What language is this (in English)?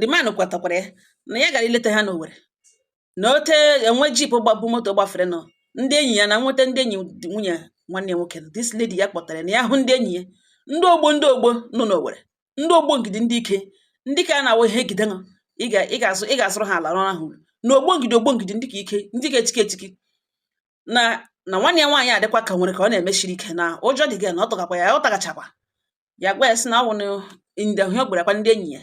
Igbo